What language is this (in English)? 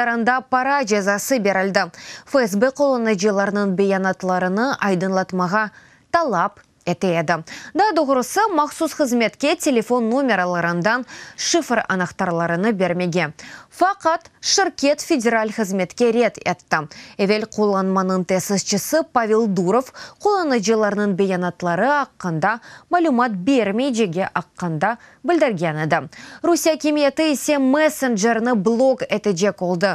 Crimean Tatar